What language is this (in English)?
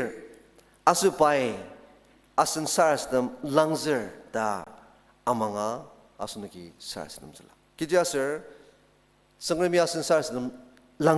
Ao Naga